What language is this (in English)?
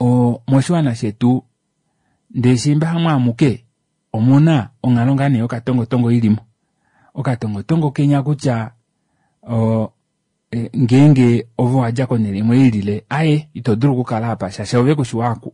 Kuanyama